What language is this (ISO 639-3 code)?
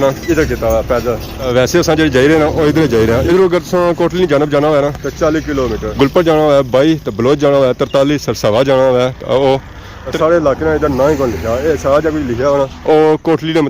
phr